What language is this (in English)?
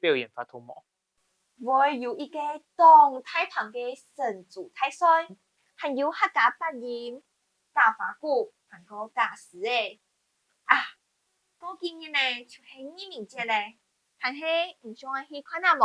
Hakka Chinese